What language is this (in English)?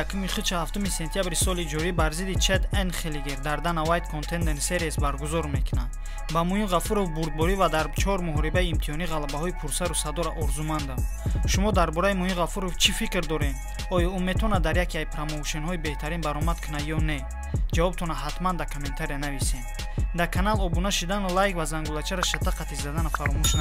Tajik